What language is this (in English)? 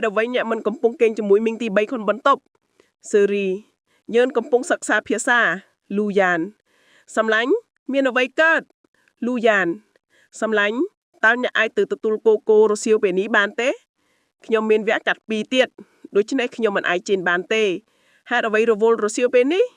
Khmer